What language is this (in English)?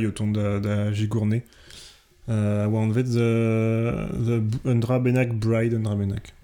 Breton